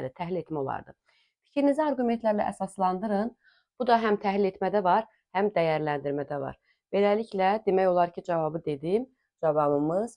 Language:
Azerbaijani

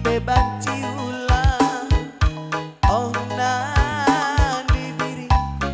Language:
Batak Karo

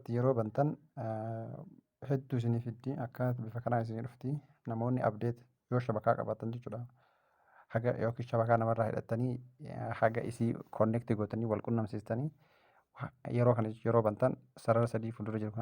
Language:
Oromo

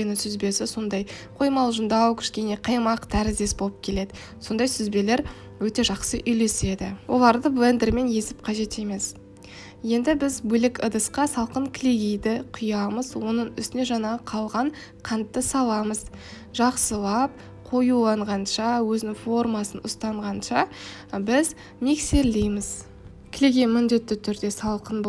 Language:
Kazakh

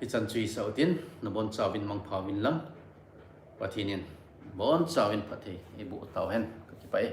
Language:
Thado Chin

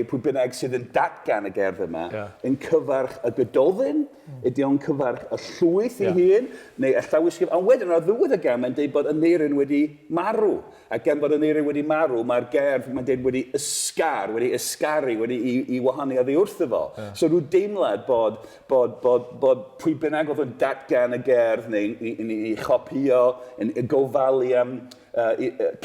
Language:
Welsh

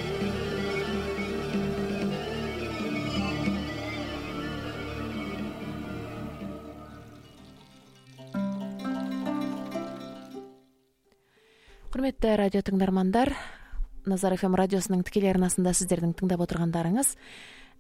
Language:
Kazakh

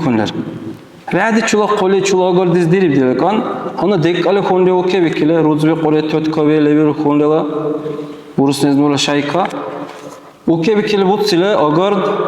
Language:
Dargwa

